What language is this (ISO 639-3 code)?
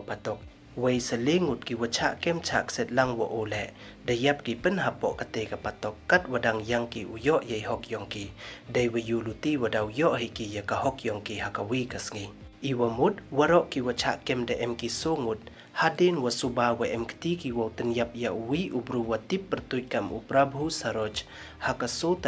pbv